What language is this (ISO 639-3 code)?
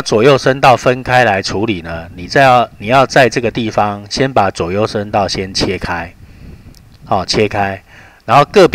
zho